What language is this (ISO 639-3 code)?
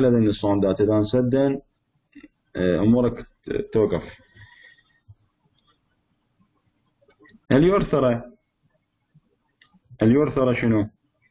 acm